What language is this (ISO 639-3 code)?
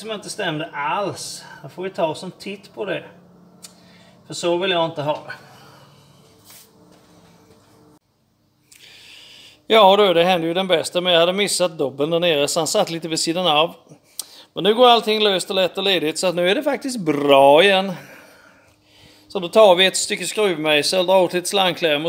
swe